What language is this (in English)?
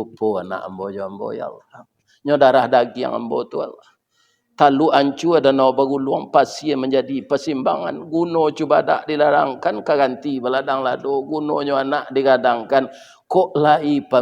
Minangkabau